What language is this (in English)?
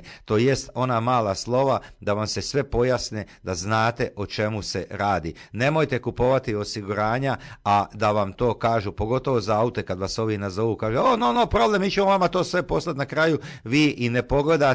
Croatian